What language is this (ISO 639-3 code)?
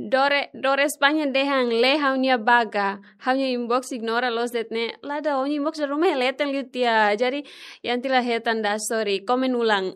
tet